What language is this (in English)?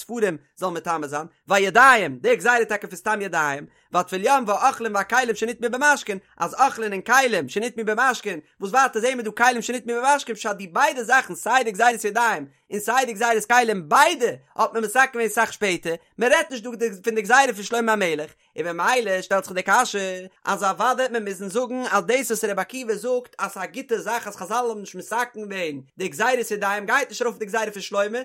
Yiddish